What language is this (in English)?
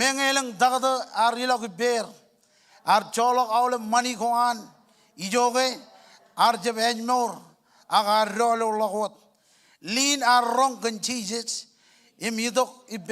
Marshallese